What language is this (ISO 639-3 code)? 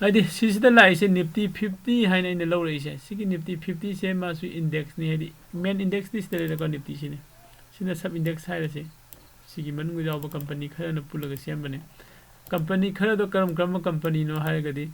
mni